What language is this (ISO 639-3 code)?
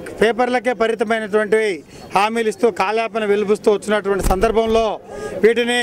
tel